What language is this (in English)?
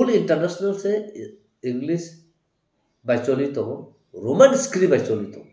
Kok Borok